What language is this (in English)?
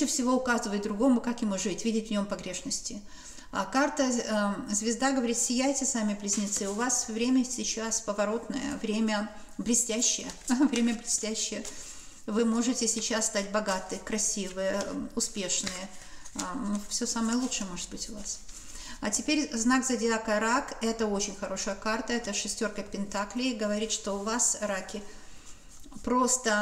Russian